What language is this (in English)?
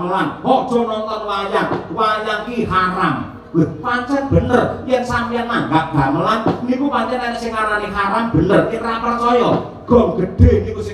Javanese